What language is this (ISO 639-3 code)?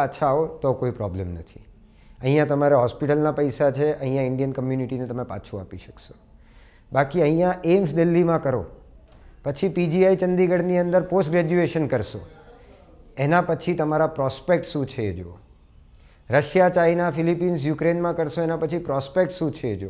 guj